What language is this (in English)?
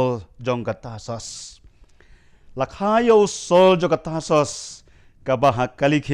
Khasi